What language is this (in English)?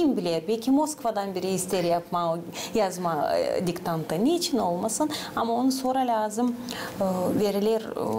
Gagauz